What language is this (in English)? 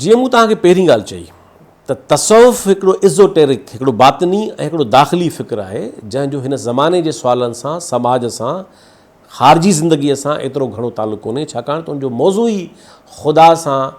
Sindhi